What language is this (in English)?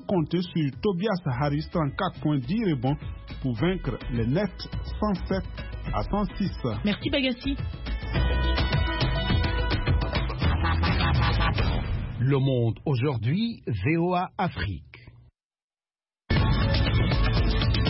French